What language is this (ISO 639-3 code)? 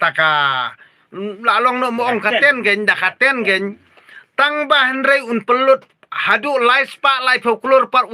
kha